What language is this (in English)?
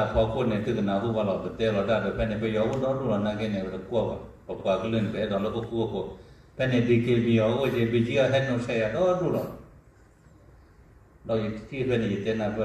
S'gaw Karen